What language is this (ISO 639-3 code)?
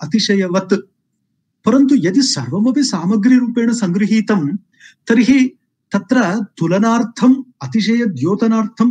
san